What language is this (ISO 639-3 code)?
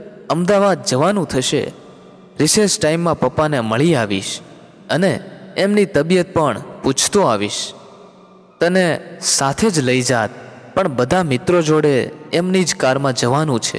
guj